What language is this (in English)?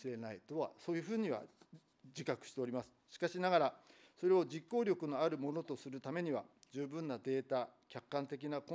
Japanese